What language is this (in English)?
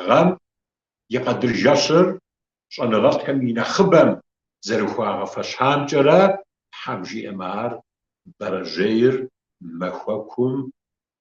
Kabardian